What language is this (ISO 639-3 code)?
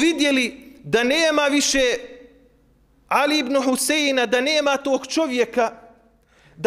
bos